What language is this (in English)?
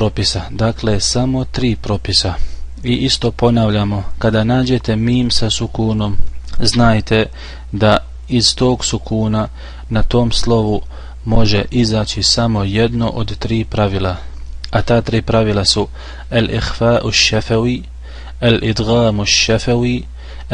Bosnian